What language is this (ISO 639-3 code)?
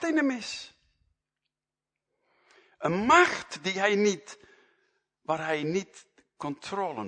nld